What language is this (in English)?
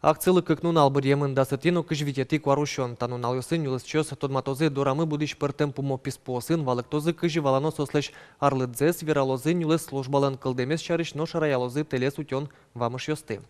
Udmurt